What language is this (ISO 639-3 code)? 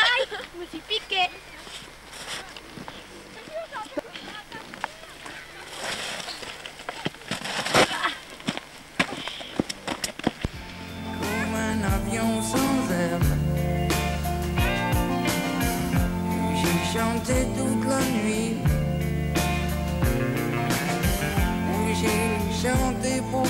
fra